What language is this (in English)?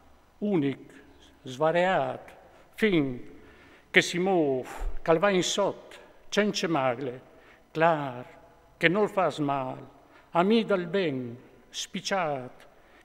Friulian